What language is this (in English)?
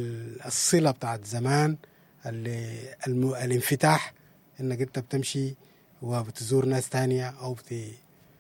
Sudanese Arabic